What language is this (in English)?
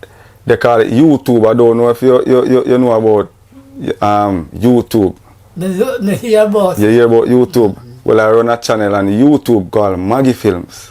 Jamaican Creole English